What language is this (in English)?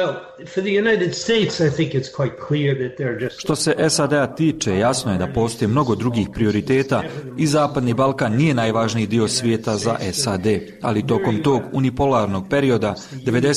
Bosnian